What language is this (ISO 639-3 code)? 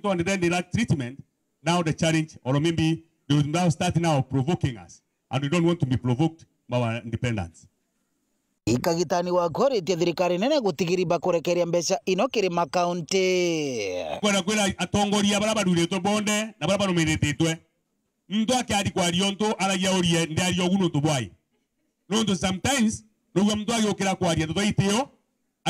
mer